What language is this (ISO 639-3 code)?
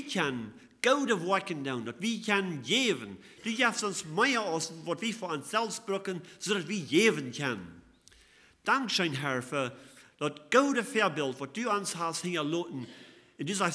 pdt